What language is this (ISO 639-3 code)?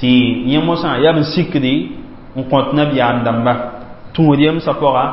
mos